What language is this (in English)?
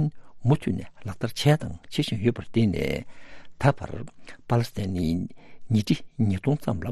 Tibetan